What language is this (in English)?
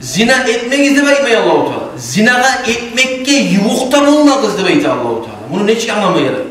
Kumyk